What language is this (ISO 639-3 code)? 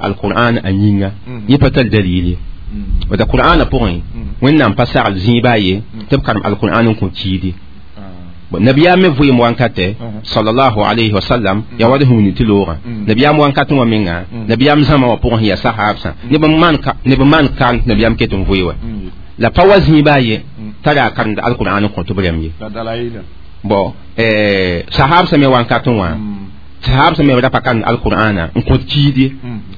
mos